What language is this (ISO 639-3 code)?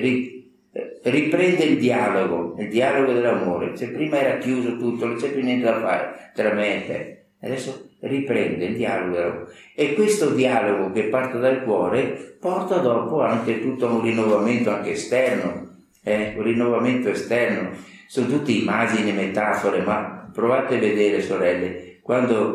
ita